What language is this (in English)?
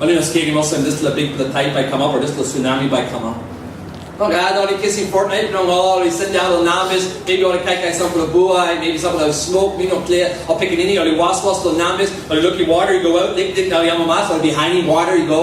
Tok Pisin